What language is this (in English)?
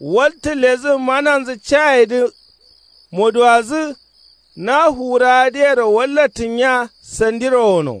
Kanuri